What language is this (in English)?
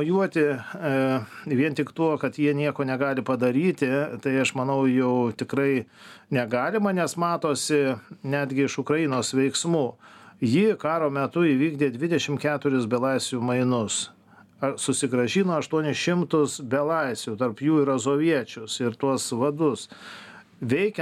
Lithuanian